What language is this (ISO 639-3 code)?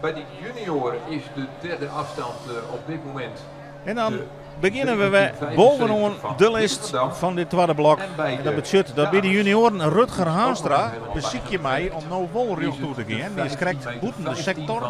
fry